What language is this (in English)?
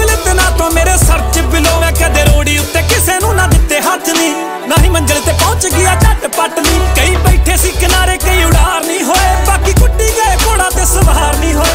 Punjabi